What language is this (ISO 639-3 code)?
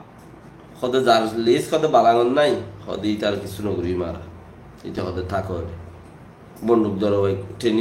rhg